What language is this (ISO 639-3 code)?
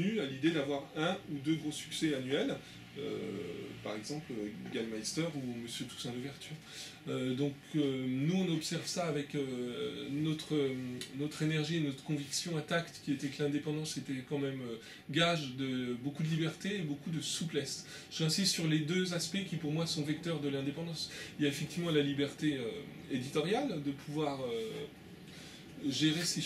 fra